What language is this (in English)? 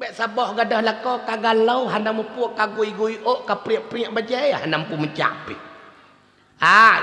Achinese